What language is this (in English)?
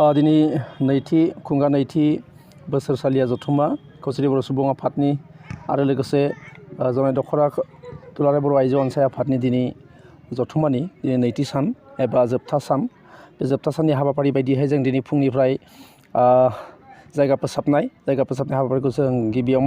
Bodo